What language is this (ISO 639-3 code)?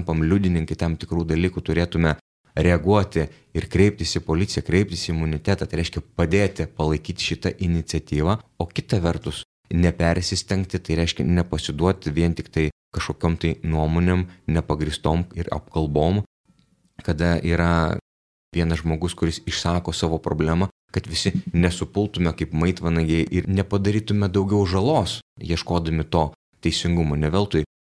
lit